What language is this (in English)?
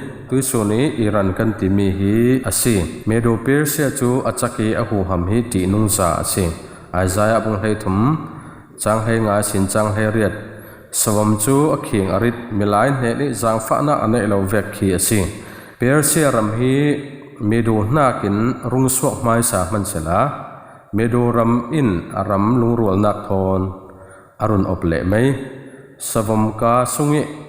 Falam Chin